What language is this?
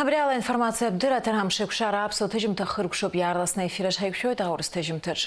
Abkhazian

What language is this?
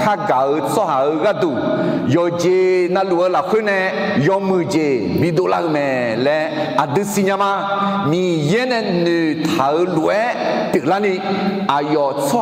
Akha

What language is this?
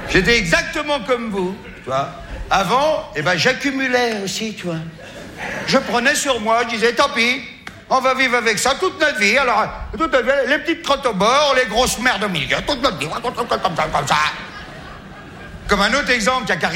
French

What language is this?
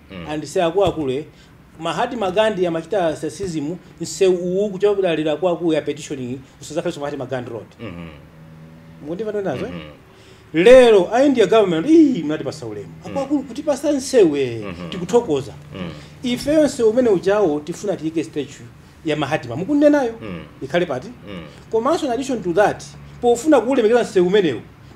Nyanja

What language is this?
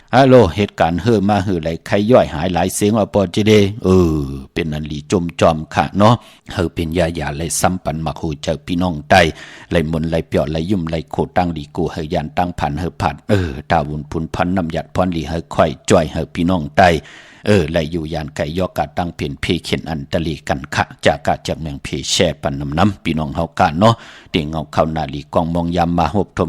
Shan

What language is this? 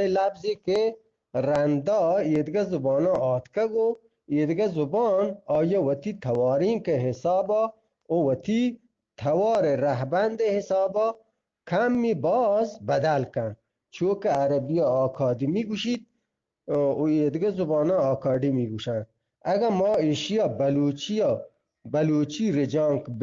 Eastern Balochi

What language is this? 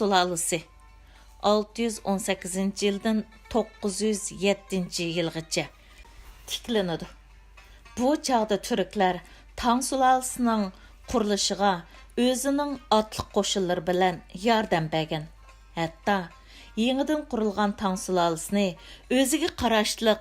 Uyghur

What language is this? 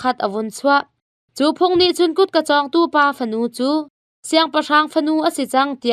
Hakha Chin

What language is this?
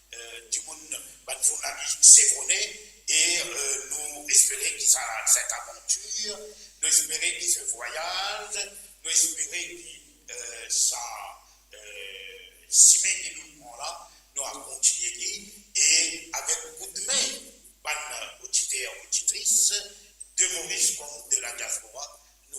Morisyen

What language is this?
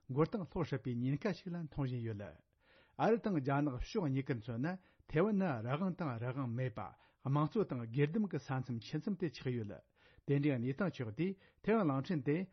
Tibetan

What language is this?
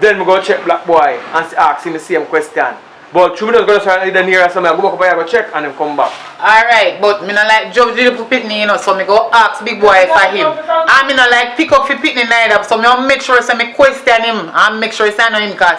Jamaican Creole English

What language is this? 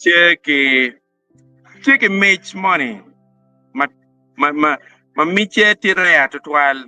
Acoli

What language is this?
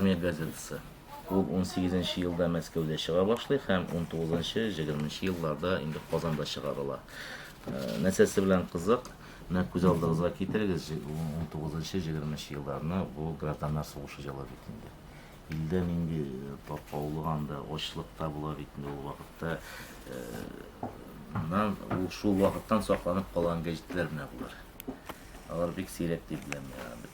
Tatar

